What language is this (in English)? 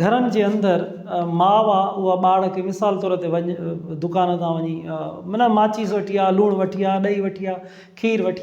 Sindhi